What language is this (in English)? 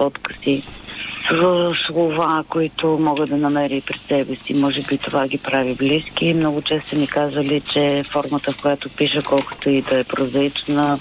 Bulgarian